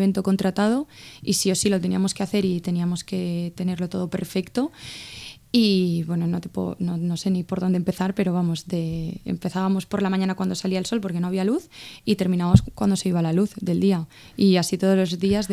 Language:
Spanish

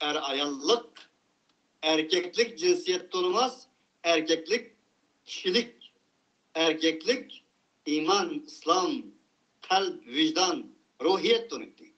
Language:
Uyghur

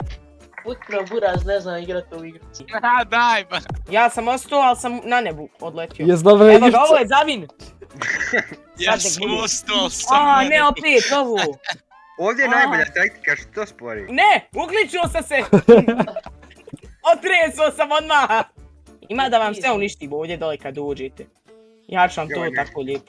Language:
Bosnian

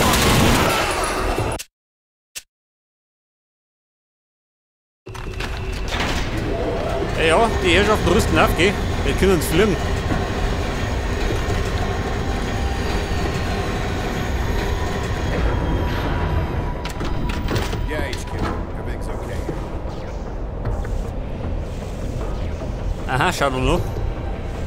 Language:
German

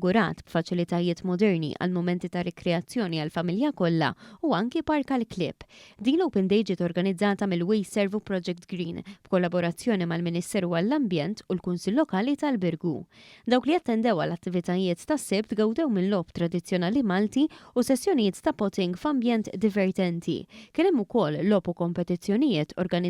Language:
Maltese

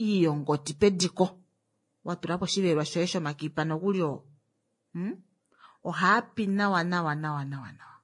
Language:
Kuanyama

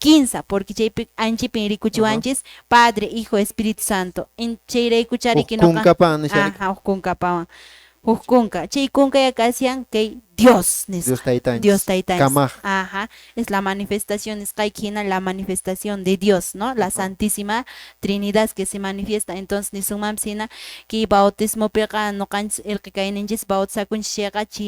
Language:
Quechua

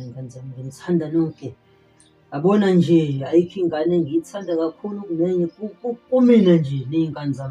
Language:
Zulu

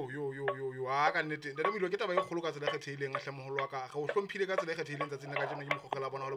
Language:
Southern Sotho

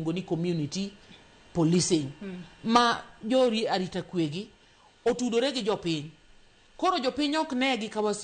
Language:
Luo (Kenya and Tanzania)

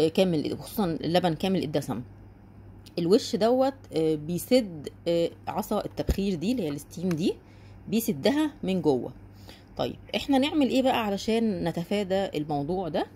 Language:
Egyptian Arabic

